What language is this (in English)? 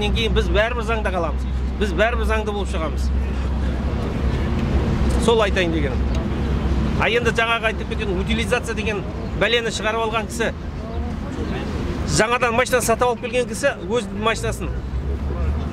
Kazakh